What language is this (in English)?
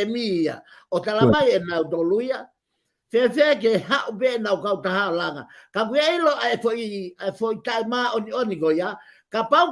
Tongan